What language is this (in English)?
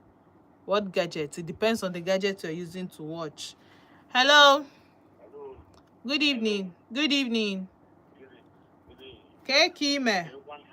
Igbo